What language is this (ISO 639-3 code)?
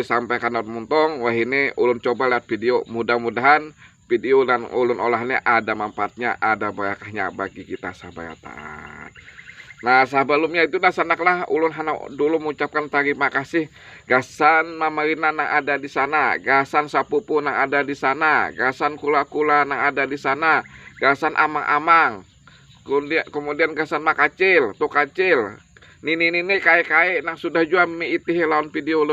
bjn